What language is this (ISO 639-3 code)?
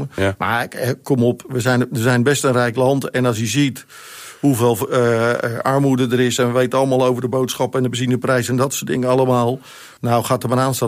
nld